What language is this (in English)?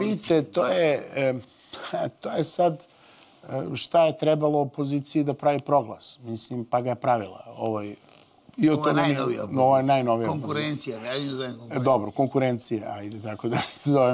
Serbian